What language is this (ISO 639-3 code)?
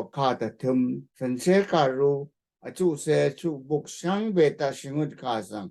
raw